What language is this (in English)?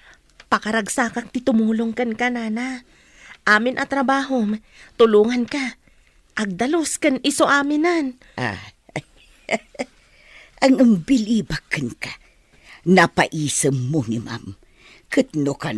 Iloko